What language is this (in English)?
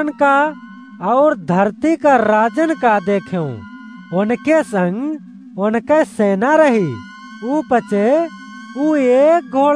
Awadhi